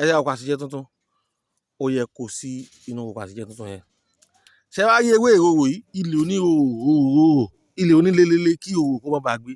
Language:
Yoruba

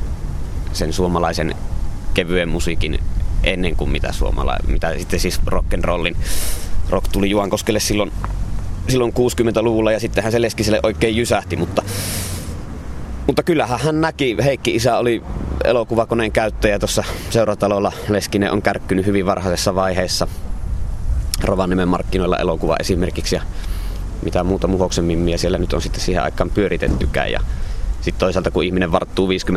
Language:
Finnish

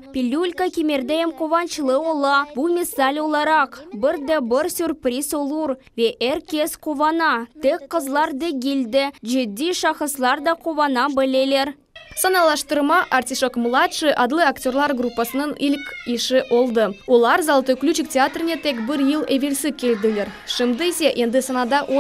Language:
Crimean Tatar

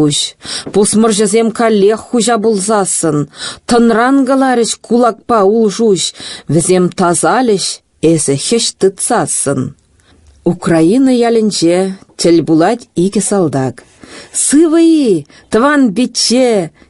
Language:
Chuvash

